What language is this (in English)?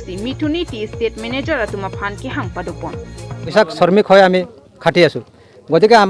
Karbi